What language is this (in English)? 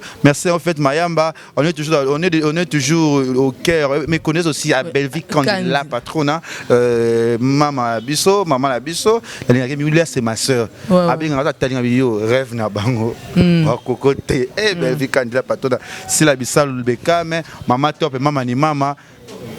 Lingala